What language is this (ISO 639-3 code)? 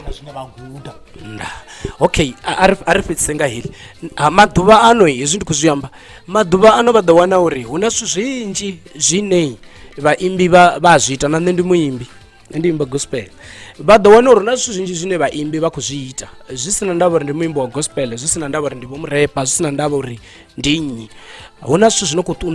ven